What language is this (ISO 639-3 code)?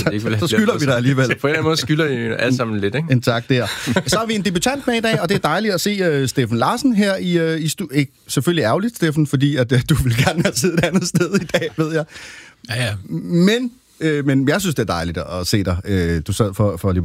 dan